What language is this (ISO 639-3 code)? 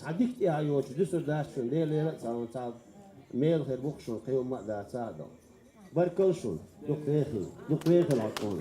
che